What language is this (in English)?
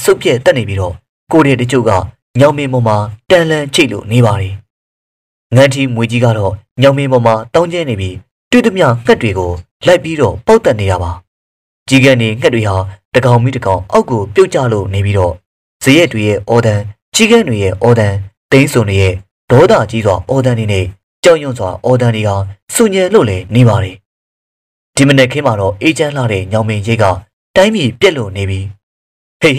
Burmese